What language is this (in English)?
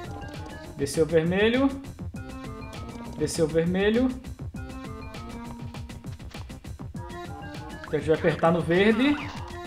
Portuguese